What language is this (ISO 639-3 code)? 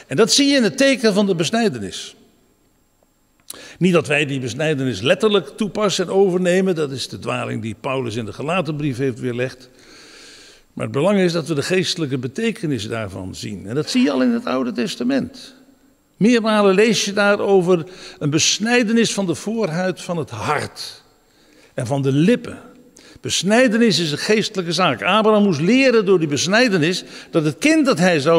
nld